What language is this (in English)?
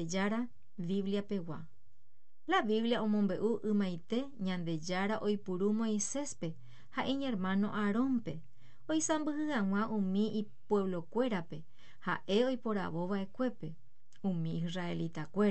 Guarani